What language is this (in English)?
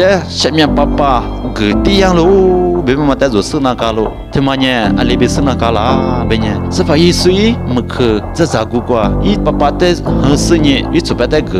Lisu